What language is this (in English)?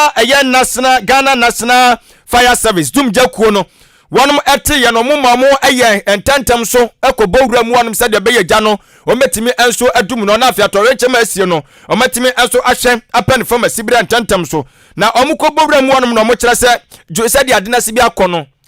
Akan